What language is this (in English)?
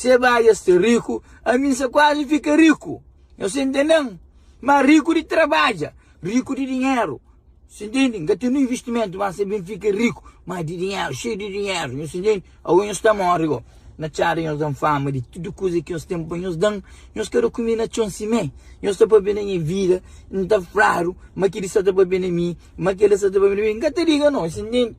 Kabuverdianu